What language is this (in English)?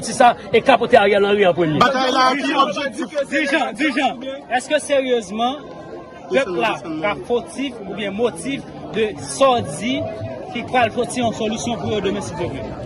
Haitian Creole